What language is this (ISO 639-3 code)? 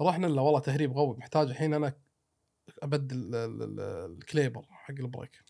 afb